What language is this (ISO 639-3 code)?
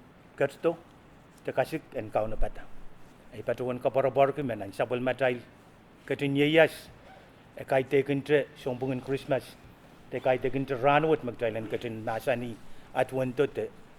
pon